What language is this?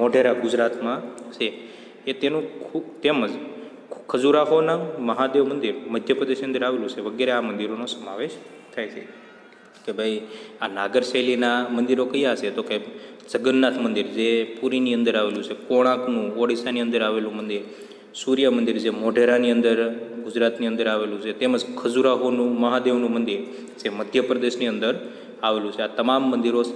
Gujarati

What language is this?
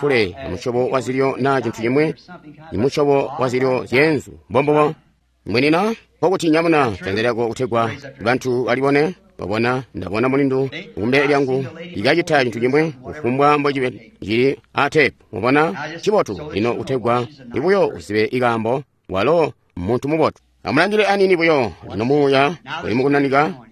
Tonga (Zambia)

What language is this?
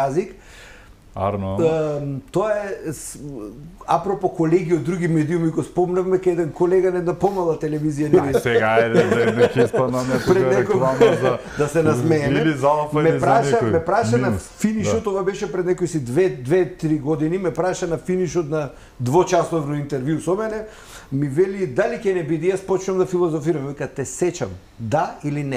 Macedonian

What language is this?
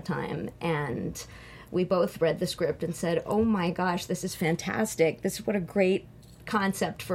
English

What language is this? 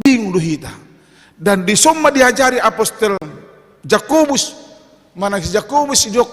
Batak Toba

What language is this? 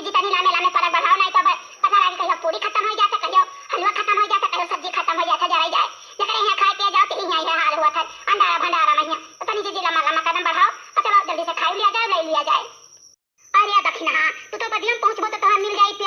Awadhi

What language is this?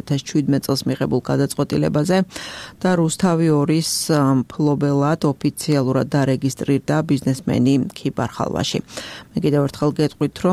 Georgian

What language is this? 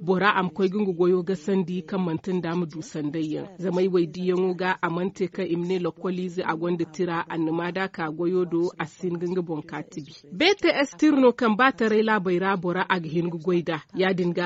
Zarma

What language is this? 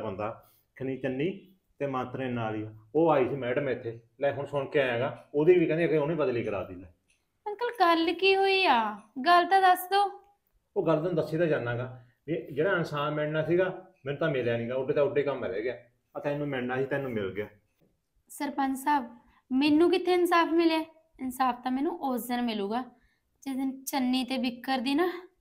Punjabi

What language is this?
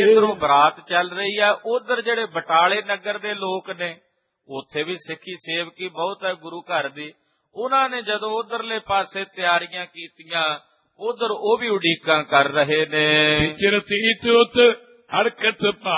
Punjabi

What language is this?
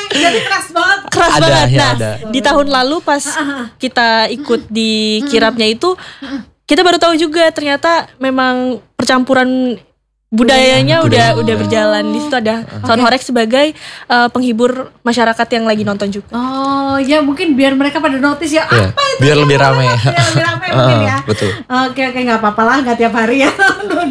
Indonesian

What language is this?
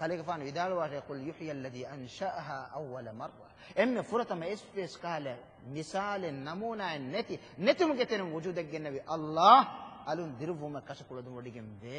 Divehi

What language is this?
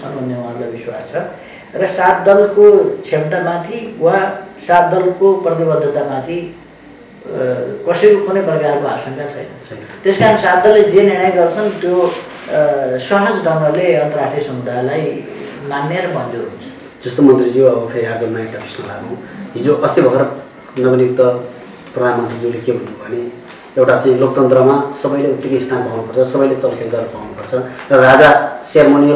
Nepali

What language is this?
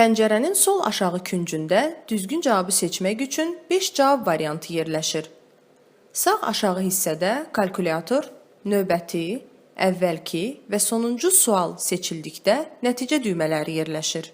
Azerbaijani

